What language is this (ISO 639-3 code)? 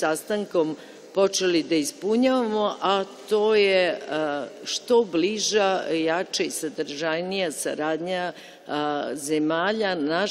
srp